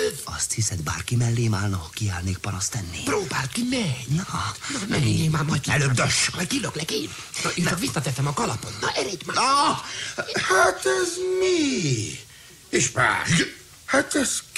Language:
Hungarian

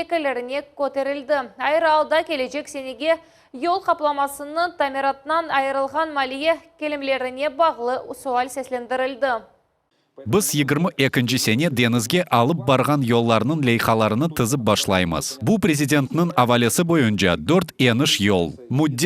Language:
Crimean Tatar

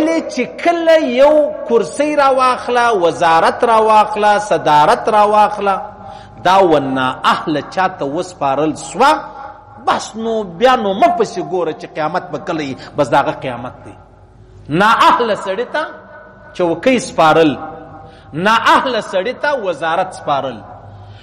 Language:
Pashto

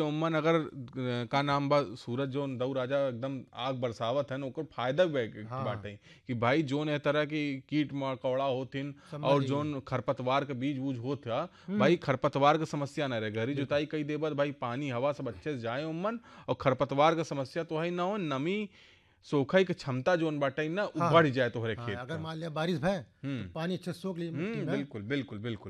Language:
Bhojpuri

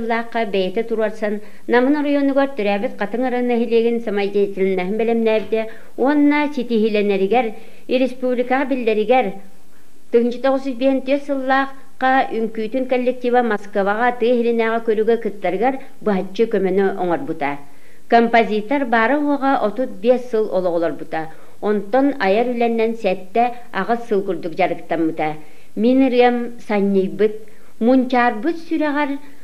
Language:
Yakut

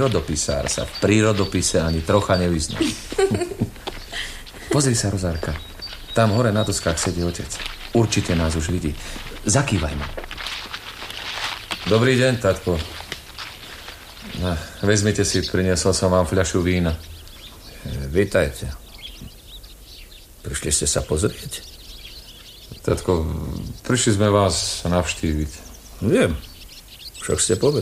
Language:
Slovak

